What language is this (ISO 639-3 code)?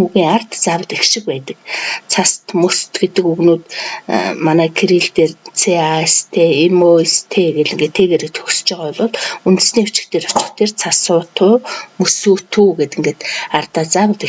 mon